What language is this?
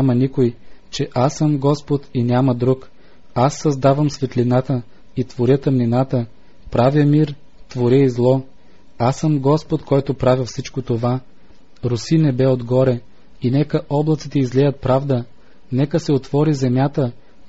Bulgarian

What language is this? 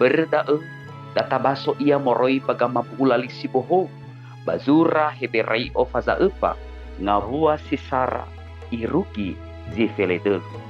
Nias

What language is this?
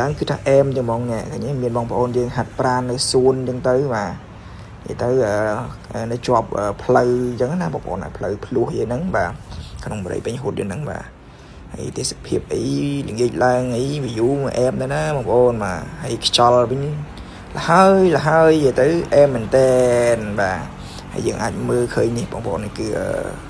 Khmer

